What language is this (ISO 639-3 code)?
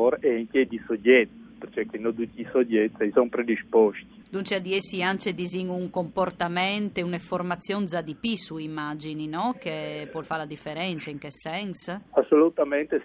fur